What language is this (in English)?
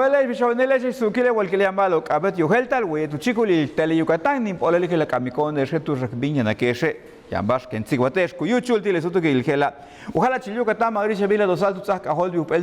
Yucateco